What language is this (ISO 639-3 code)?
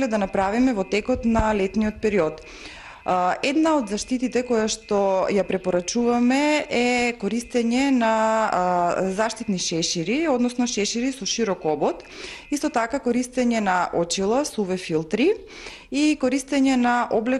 mkd